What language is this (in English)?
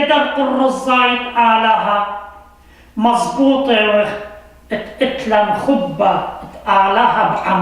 Assyrian Neo-Aramaic